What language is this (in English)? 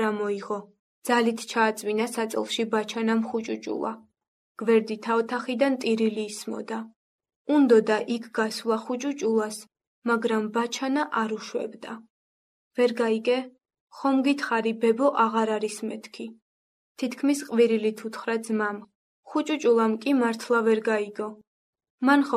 Georgian